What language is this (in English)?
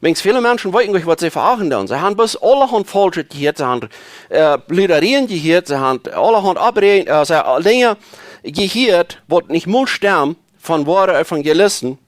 Plautdietsch